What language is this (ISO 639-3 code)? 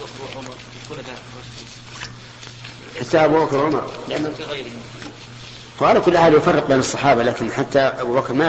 ara